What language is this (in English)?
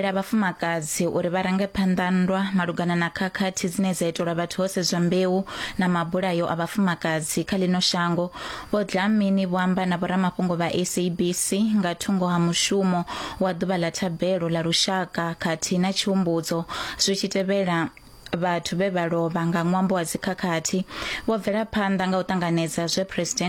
Venda